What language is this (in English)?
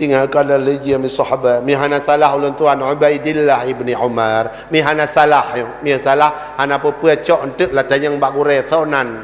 Achinese